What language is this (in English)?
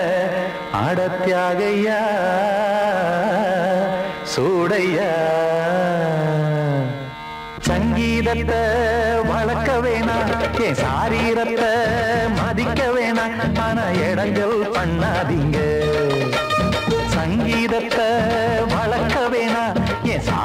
Tamil